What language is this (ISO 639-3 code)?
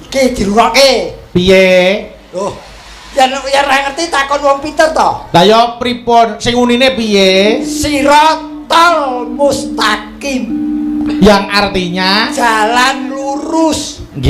jav